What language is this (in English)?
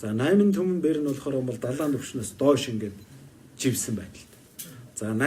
Mongolian